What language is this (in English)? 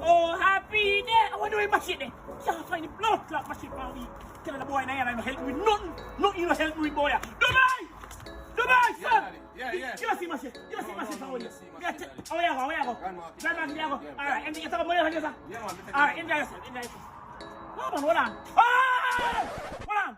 Jamaican Creole English